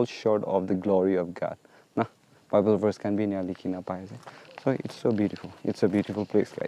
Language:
Naga Pidgin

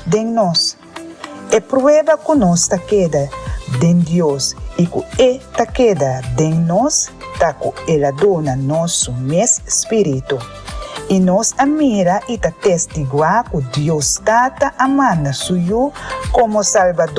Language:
Papiamento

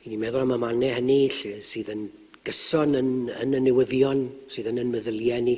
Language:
Welsh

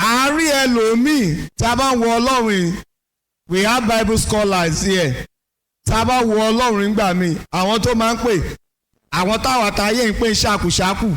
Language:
Yoruba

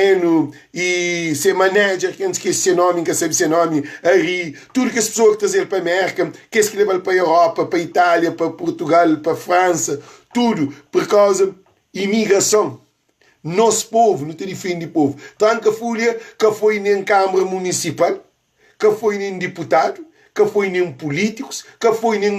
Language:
Kabuverdianu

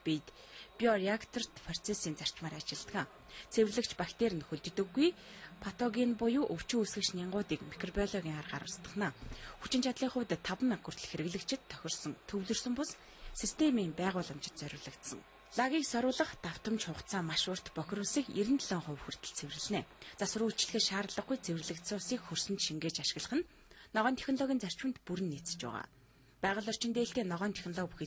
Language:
Mongolian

